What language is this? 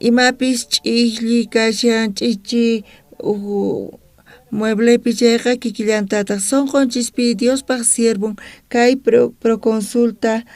South Bolivian Quechua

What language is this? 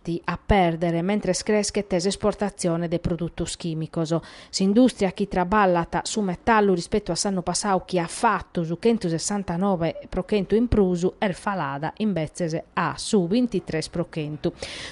Sardinian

